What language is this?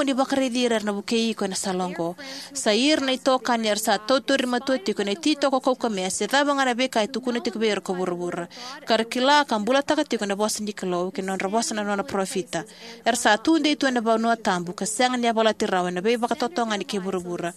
Fijian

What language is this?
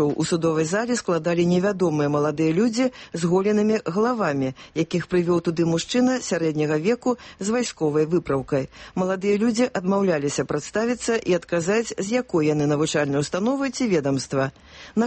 Belarusian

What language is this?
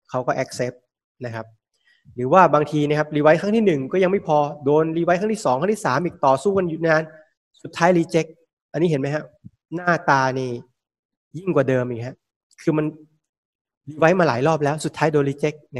Thai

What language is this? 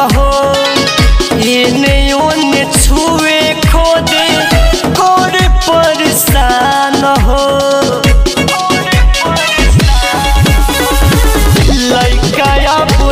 Bhojpuri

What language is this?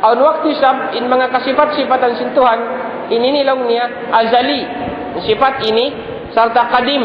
Tausug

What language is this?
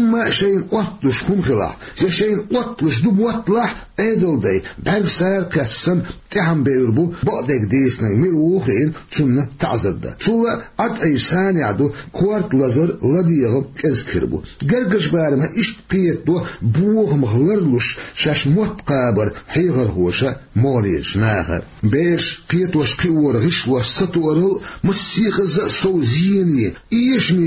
Chechen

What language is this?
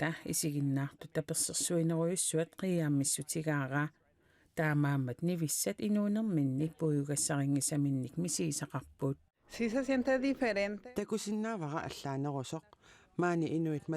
Kalaallisut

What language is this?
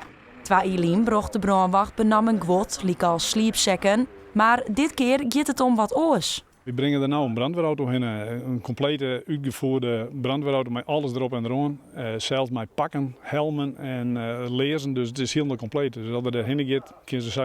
Western Frisian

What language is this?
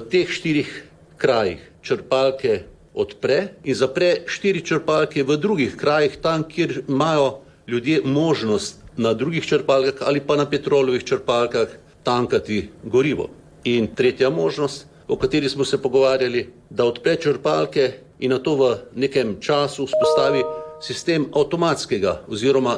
Slovenian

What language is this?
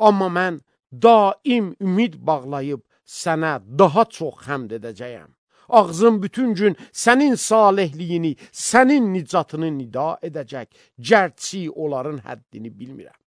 Azerbaijani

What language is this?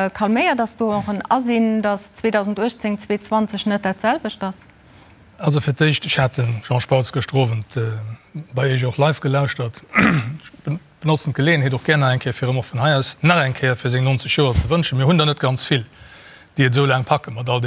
Luxembourgish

